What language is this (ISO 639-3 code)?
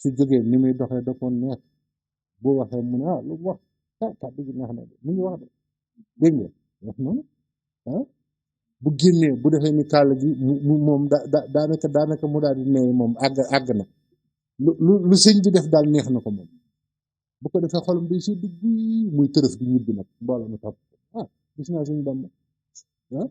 wol